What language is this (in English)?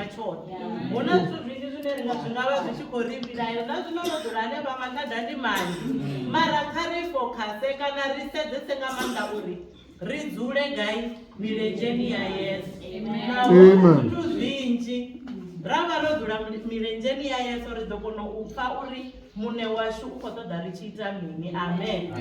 Venda